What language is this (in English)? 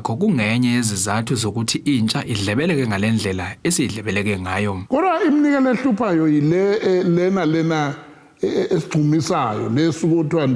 Zulu